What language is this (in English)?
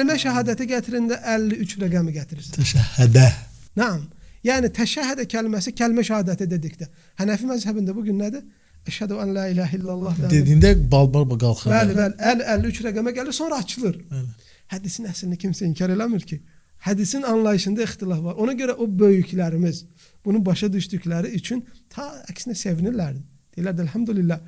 Azerbaijani